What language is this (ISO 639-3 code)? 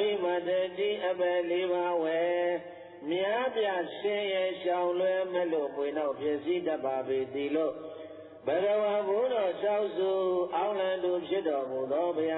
mya